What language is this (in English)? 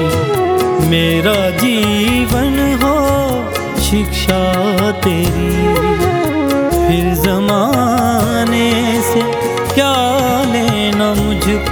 Hindi